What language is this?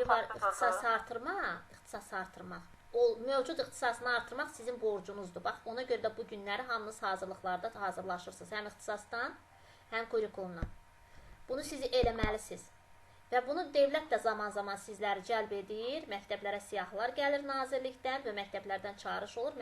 Azerbaijani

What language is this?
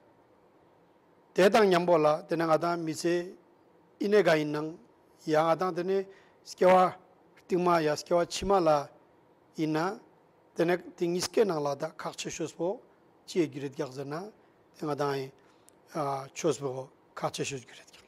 Ladakhi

